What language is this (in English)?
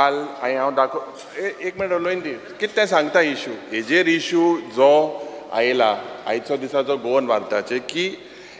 Konkani